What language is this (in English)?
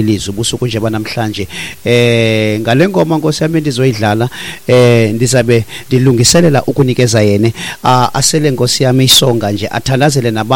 Xhosa